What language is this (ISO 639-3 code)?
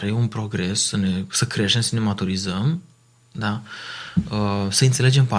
ron